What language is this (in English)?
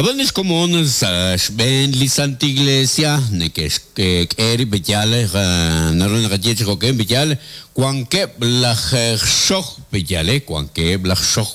Kekchí